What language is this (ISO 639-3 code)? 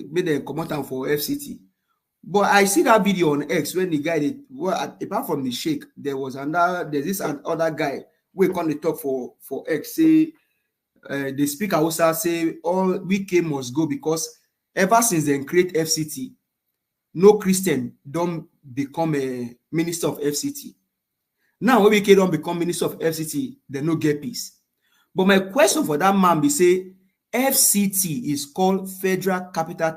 pcm